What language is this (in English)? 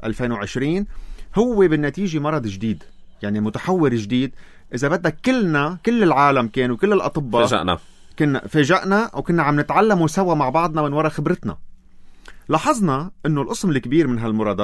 North Levantine Arabic